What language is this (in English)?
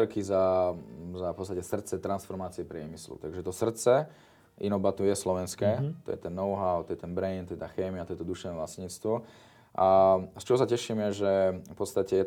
Slovak